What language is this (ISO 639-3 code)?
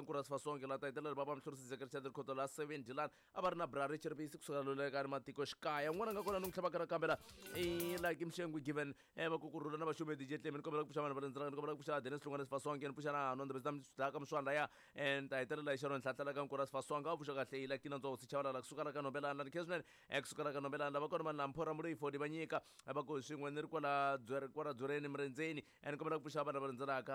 tso